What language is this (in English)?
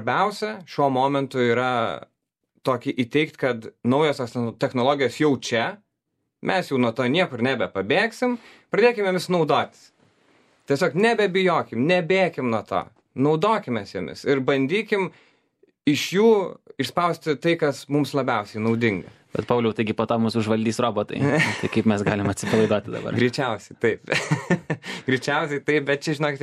Lithuanian